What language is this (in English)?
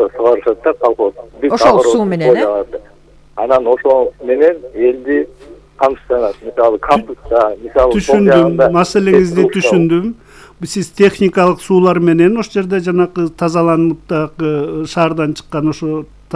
Kyrgyz